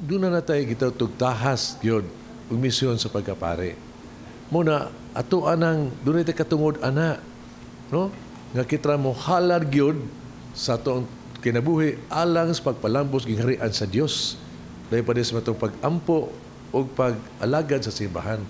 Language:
Cebuano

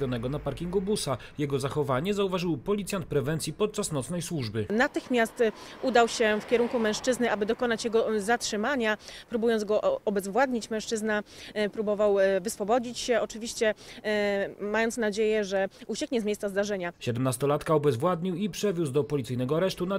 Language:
Polish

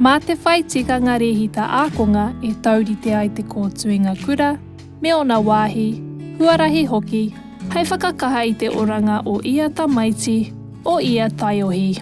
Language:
Māori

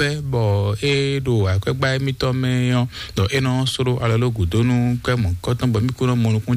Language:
Fon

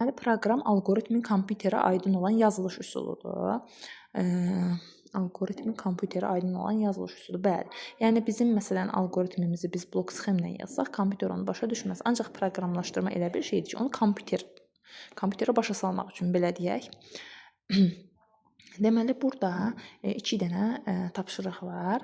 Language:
Azerbaijani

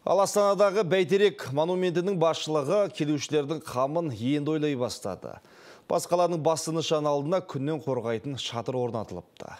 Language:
Kyrgyz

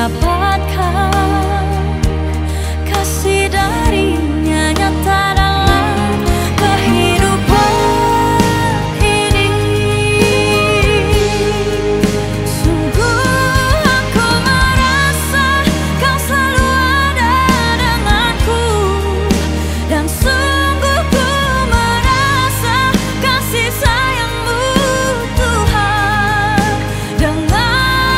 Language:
Indonesian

